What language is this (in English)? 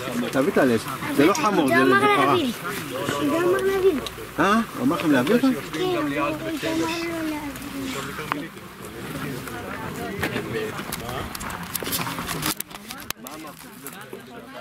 Hebrew